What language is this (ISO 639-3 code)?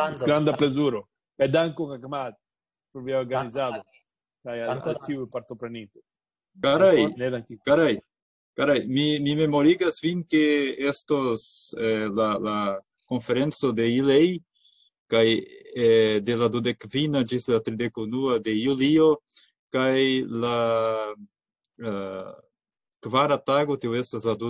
epo